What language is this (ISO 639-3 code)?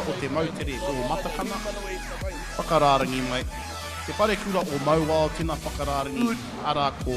mri